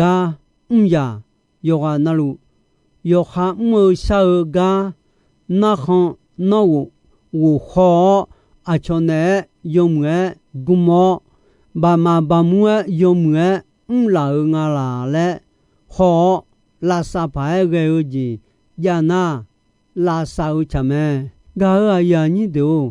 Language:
Akha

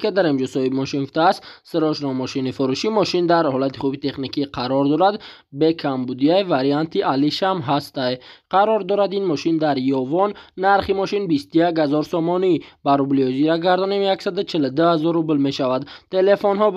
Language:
Tajik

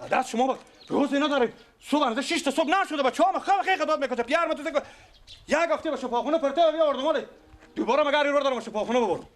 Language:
Persian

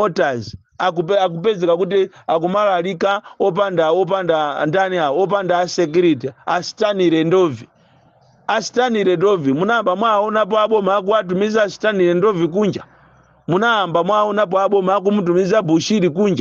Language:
Nyanja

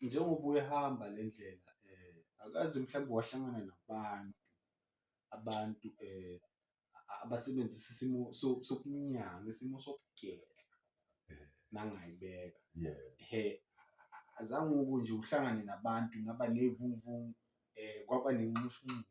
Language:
Zulu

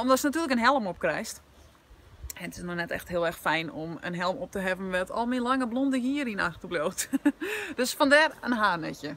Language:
Western Frisian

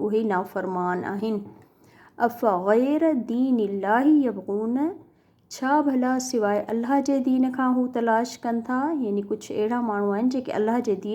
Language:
Sindhi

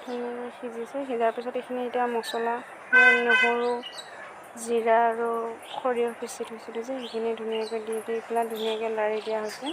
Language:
Assamese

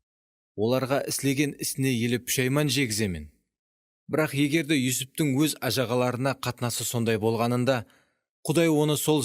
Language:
Kara-Kalpak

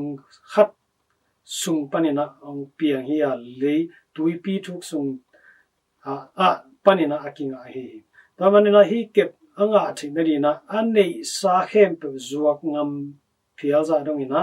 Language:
Tedim Chin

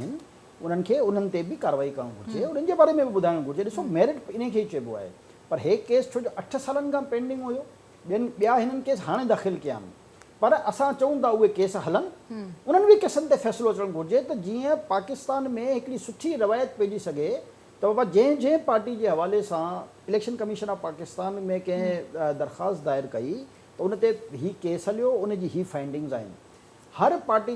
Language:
Sindhi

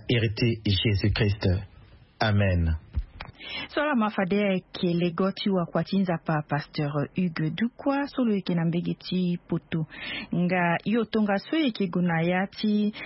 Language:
Sango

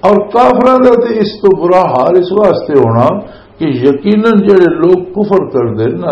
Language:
Western Panjabi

